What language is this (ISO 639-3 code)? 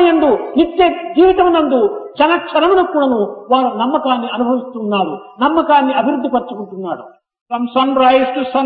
tel